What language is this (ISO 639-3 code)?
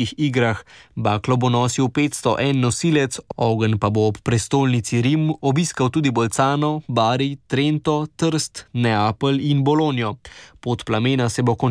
slv